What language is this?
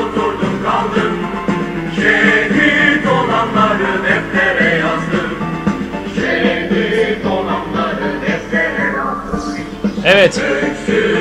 Turkish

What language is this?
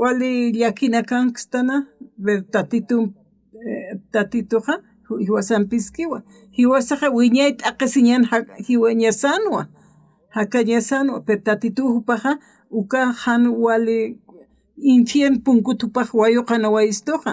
Aymara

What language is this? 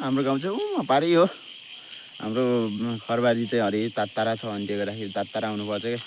Nepali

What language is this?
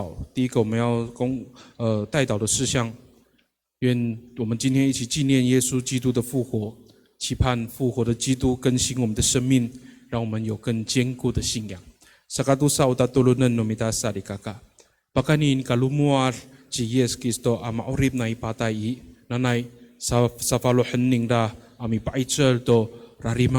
Amis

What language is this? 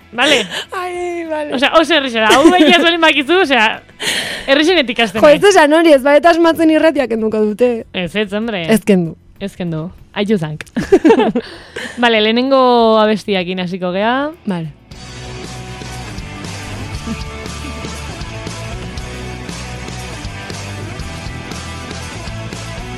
Basque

